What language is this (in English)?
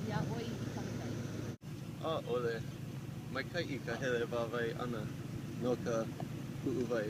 Hawaiian